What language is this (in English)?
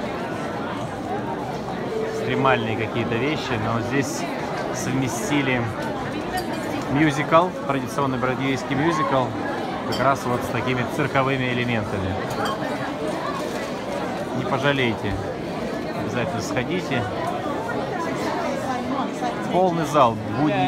Russian